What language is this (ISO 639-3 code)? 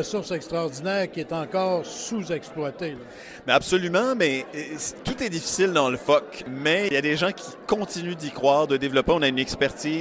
fra